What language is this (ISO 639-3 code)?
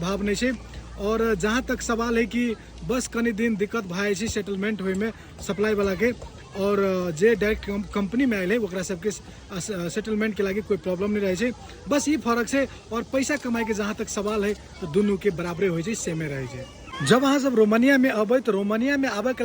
mai